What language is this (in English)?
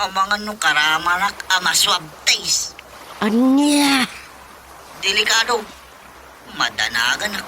Iloko